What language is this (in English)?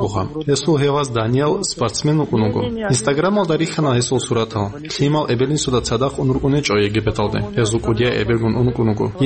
Avaric